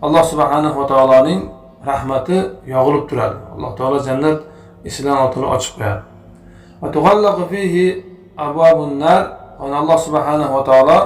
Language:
Uzbek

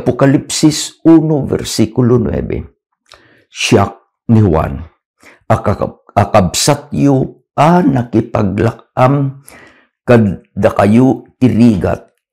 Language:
Iloko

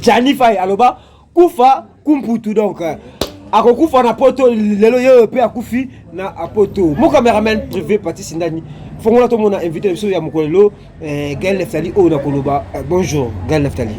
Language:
Lingala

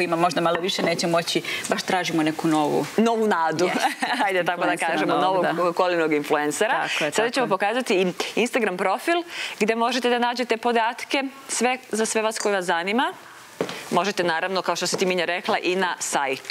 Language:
Serbian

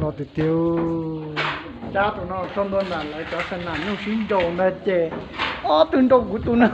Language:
Hmong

